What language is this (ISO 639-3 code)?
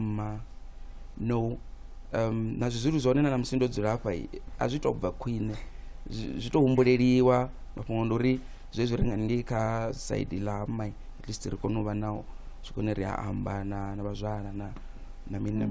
ven